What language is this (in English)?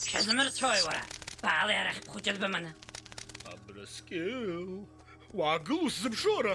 Abkhazian